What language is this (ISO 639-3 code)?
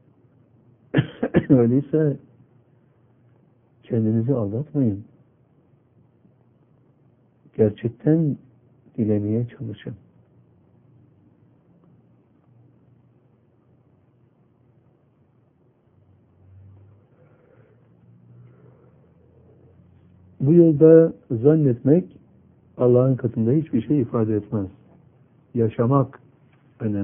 tur